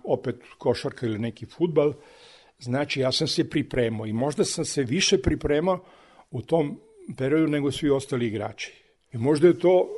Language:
Serbian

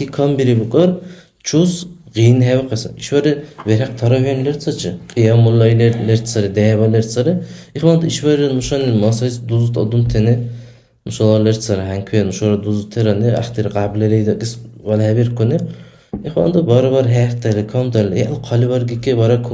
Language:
Dargwa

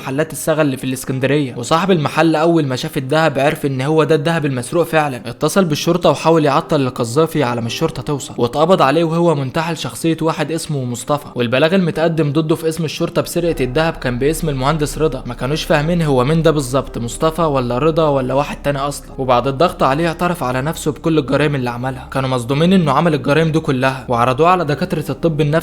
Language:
Egyptian Arabic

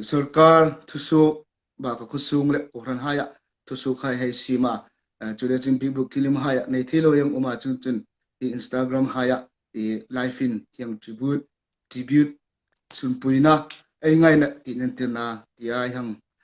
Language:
Hmar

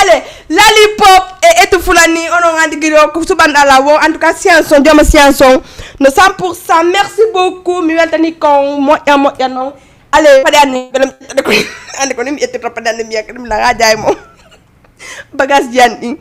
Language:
Fula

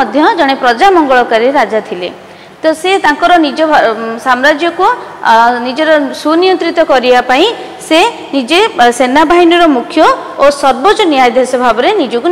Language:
Odia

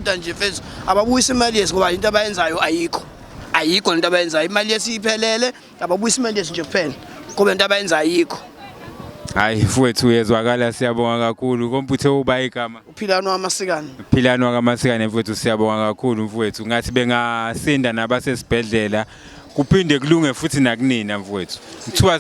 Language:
Zulu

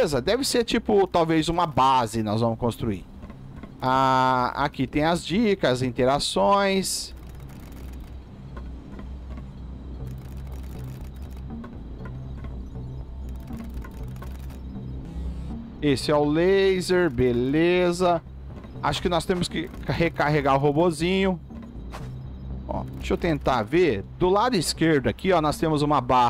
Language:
Portuguese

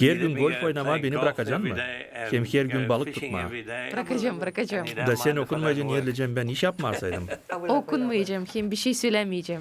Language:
Gagauz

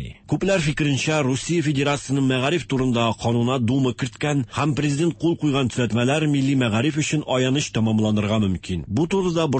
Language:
Tatar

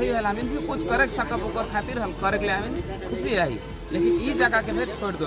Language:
Sadri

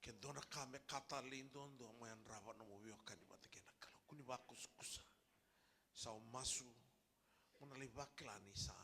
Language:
Fijian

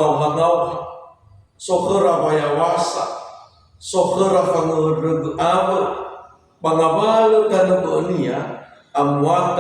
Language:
Nias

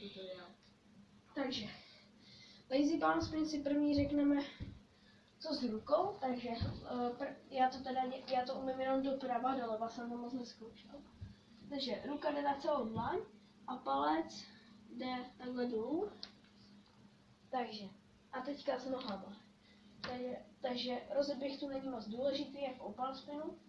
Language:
Czech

